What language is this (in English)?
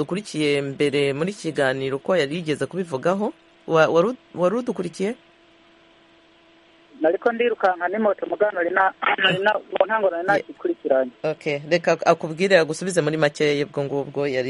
Kinyarwanda